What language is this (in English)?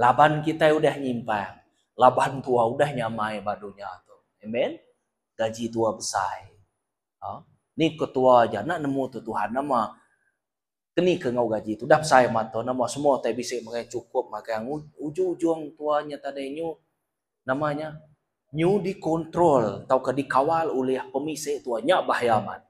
Iban